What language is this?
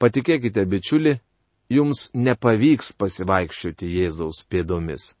Lithuanian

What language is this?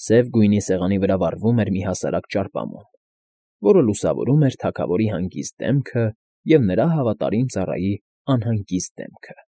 Armenian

